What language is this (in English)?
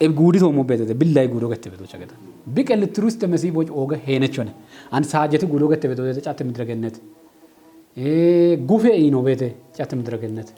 Kafa